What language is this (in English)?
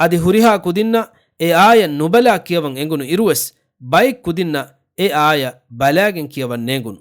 Divehi